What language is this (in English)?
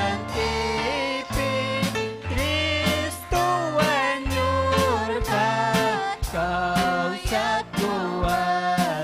Ayacucho Quechua